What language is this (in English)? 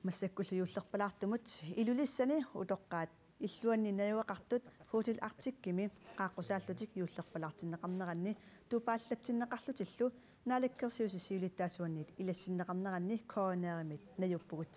Kalaallisut